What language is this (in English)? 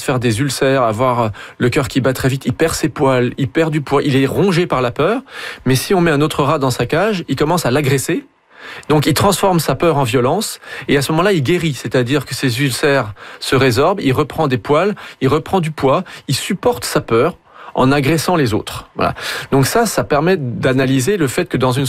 French